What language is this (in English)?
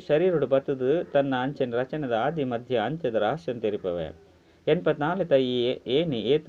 Tulu